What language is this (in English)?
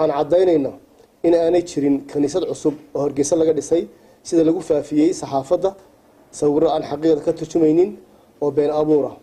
Somali